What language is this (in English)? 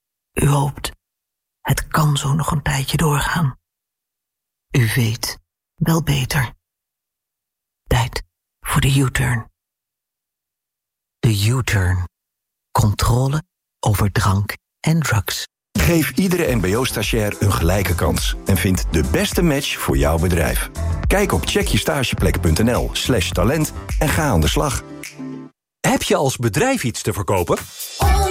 Dutch